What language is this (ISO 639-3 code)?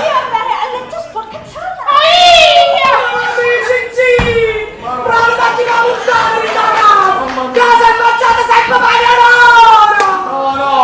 nap